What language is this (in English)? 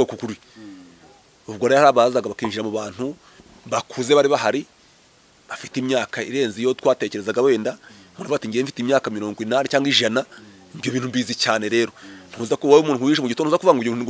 Kinyarwanda